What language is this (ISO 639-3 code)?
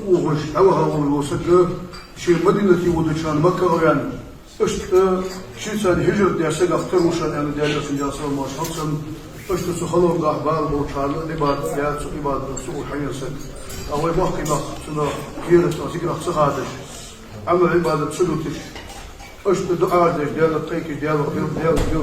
inh